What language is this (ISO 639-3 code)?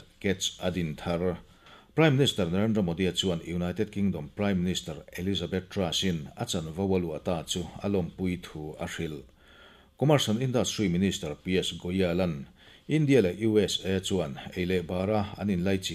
lus